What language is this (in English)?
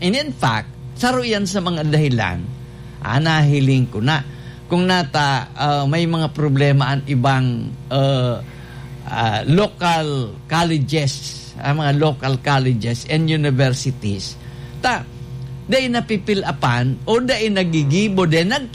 Bikol